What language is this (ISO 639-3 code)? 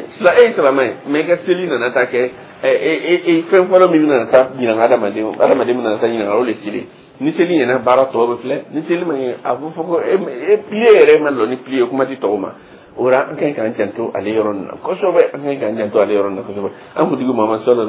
dyu